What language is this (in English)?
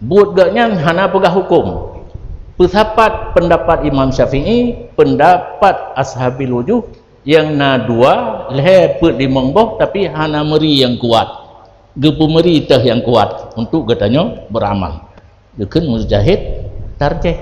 Achinese